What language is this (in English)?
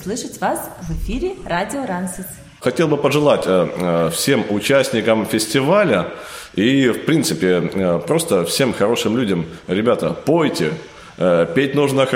Russian